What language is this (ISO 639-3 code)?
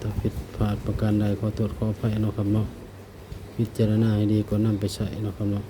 tts